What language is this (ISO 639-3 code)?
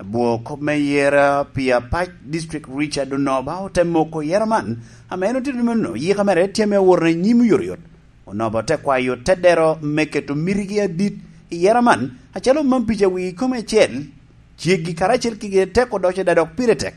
laj